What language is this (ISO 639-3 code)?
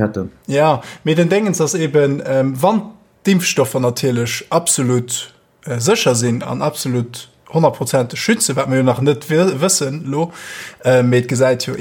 ltz